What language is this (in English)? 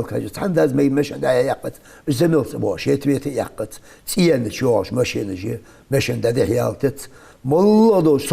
Ingush